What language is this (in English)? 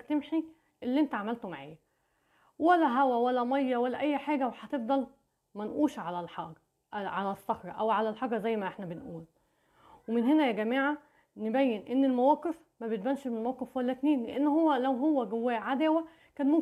Egyptian Arabic